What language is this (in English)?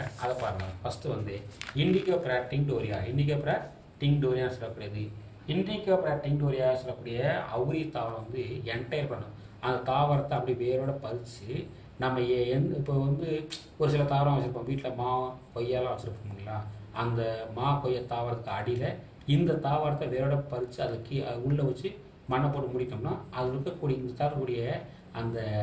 Tamil